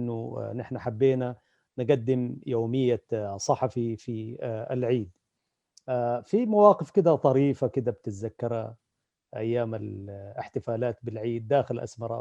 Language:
Sudanese Arabic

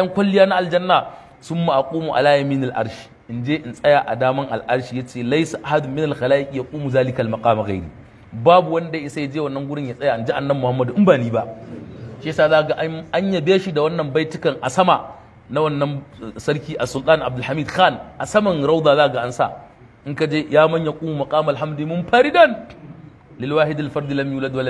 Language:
Hausa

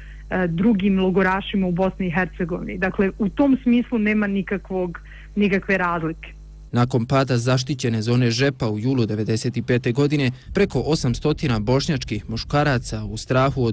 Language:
Bosnian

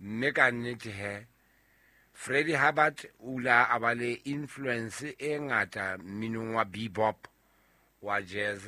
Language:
Southern Sotho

